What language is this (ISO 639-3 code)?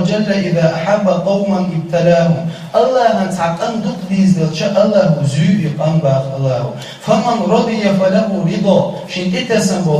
che